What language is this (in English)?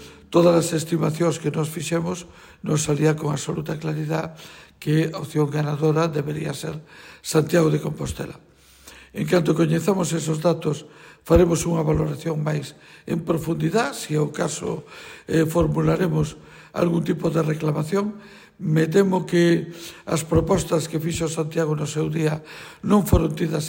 Galician